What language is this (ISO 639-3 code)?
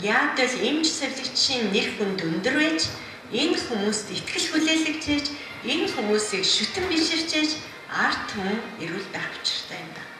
mon